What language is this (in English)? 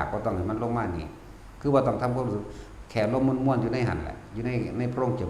Northeastern Thai